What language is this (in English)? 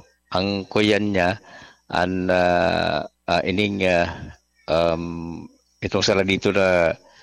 Bikol